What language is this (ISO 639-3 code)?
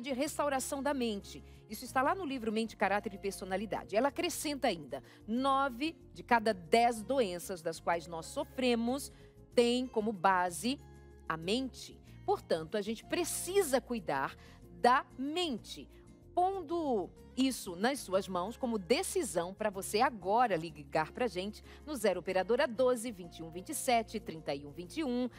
por